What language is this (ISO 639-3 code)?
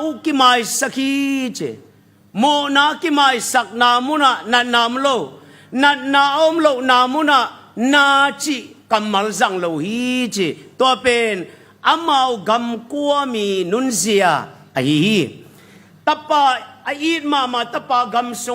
ctd